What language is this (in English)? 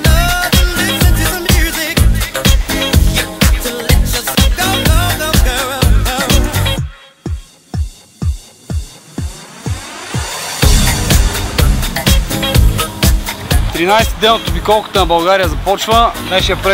Bulgarian